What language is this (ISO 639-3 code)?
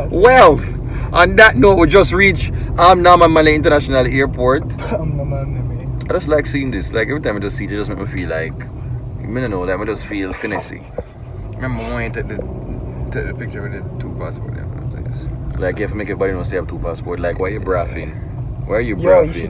jam